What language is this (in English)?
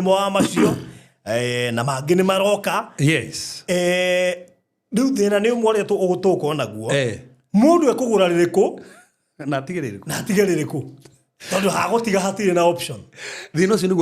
Kikuyu